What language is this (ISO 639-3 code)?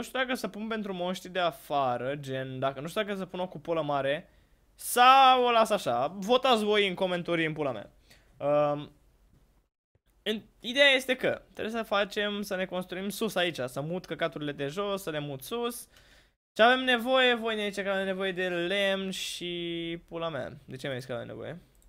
ron